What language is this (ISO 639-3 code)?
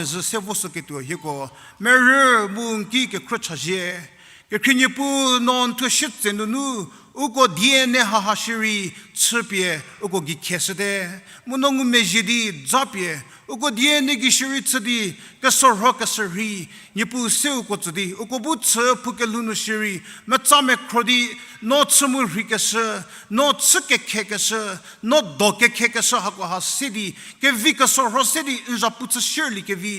njm